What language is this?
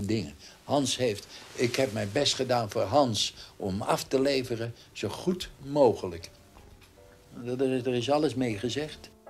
Dutch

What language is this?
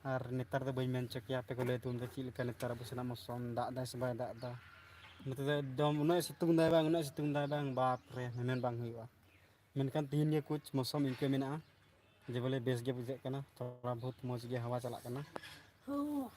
Santali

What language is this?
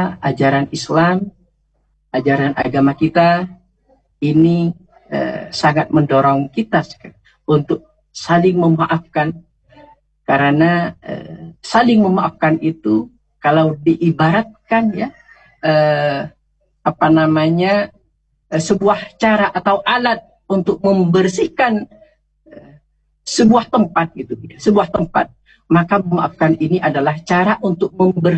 Indonesian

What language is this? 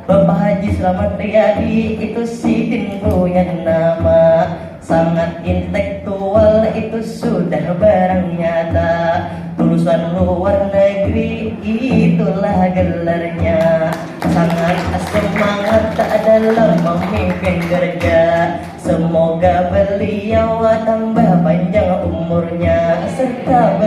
Banjar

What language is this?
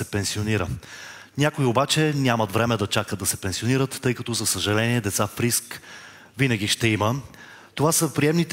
Bulgarian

